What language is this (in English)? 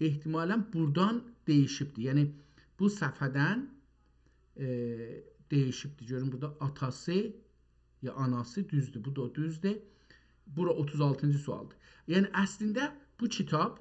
South Azerbaijani